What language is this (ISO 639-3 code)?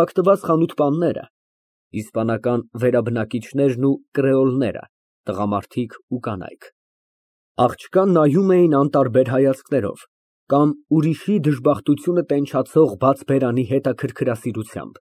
hye